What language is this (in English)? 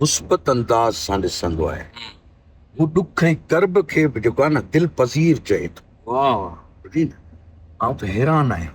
Sindhi